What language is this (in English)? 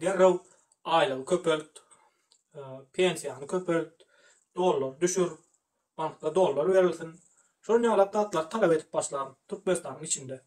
Turkmen